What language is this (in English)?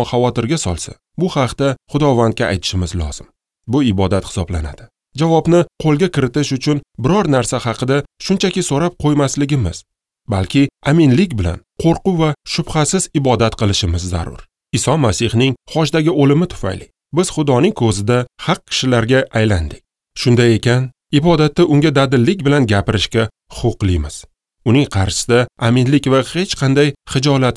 Uzbek